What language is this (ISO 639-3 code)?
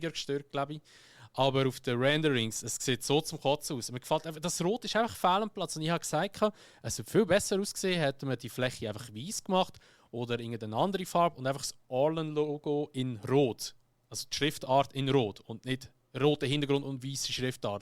gsw